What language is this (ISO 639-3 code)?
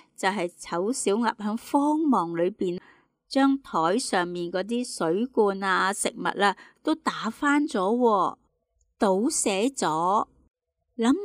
yue